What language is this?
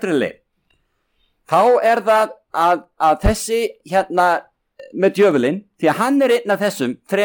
Icelandic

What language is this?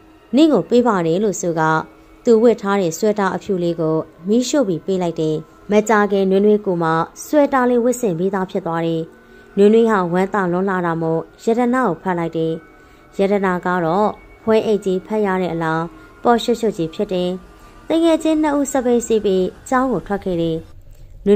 Burmese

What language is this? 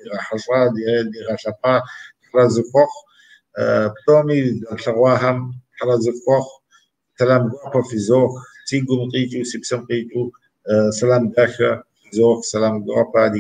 Kabardian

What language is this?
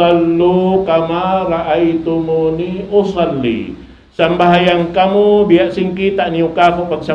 Tausug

